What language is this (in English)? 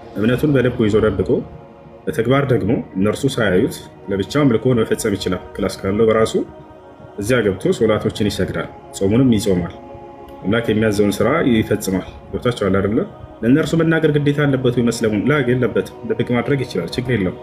Amharic